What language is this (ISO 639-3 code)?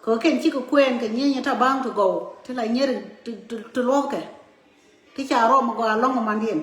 nus